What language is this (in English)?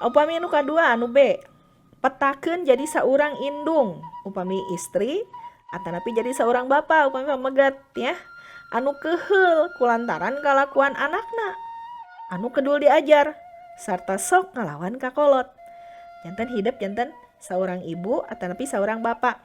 Sundanese